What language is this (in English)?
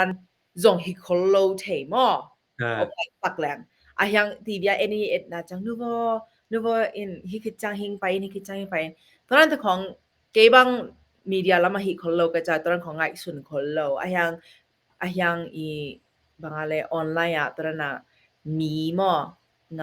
Tedim Chin